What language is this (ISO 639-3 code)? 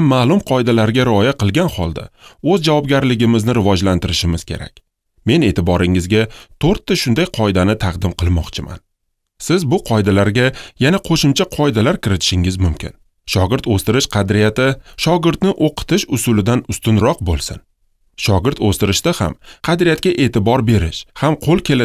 uzb